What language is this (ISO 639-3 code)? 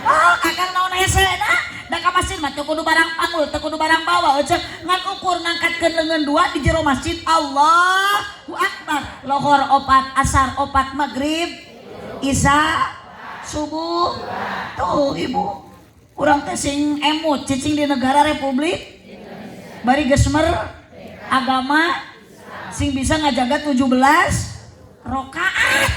sun